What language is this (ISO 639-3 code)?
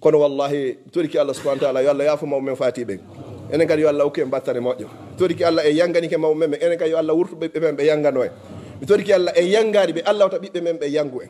ful